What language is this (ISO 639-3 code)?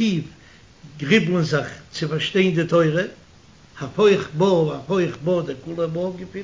yid